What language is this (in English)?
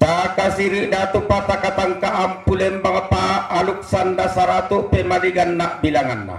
Toraja-Sa'dan